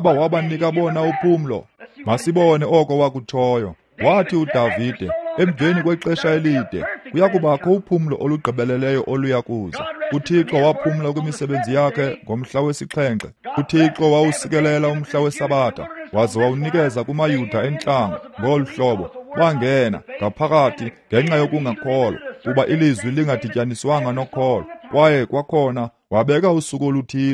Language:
Xhosa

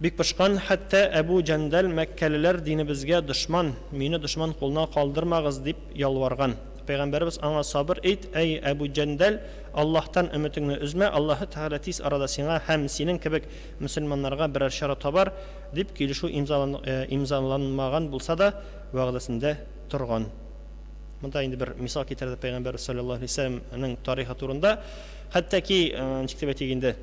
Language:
Tatar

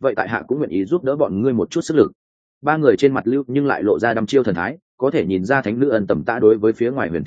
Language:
Vietnamese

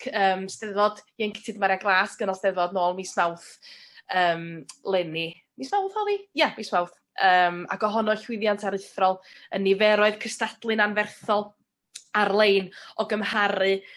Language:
Welsh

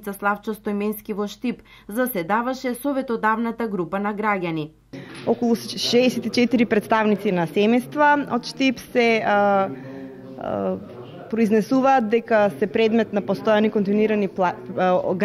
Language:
Macedonian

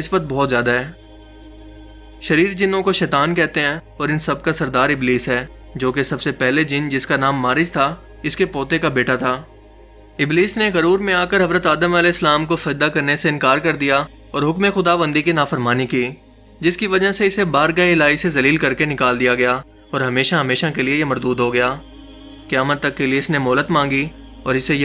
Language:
Urdu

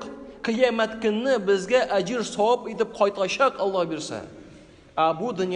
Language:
Tatar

